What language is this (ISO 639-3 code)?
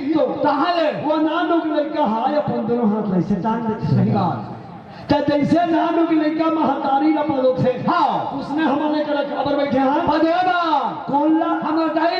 hne